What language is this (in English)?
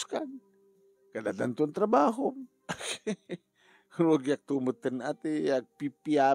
Iloko